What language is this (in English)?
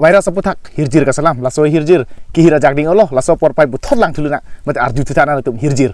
Karbi